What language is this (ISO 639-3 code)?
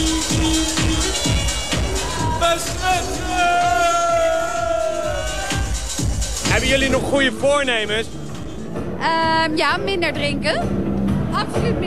nld